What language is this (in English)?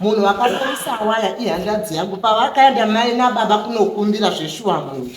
Shona